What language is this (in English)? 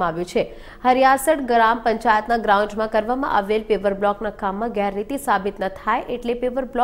Gujarati